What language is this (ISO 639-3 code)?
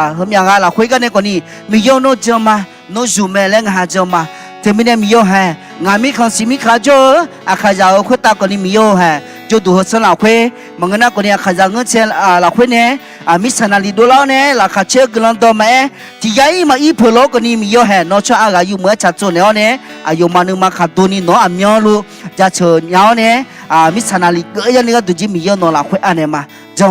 ahk